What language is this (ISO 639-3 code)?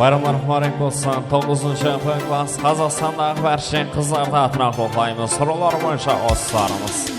kaa